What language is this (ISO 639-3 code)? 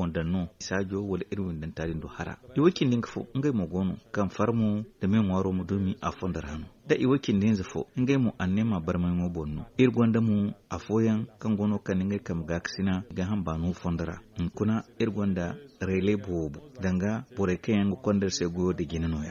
dje